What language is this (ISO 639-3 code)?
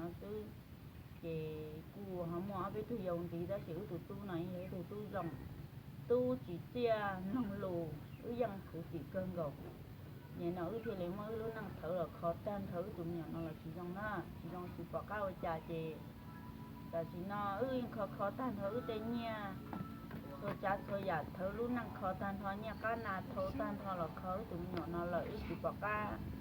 hmn